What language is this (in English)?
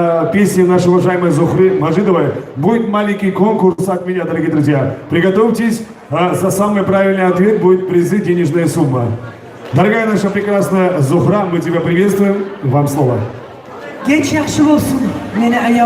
Kumyk